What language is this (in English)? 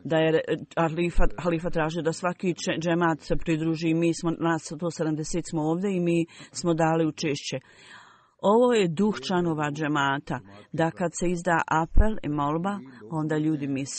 Bosnian